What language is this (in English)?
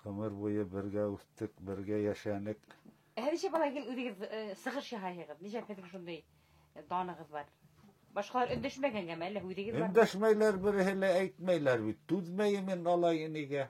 Bashkir